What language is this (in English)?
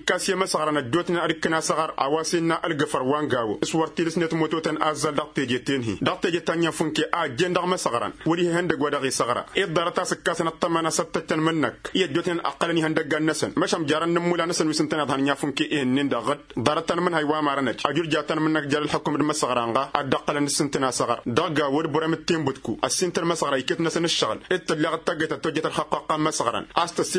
Tamasheq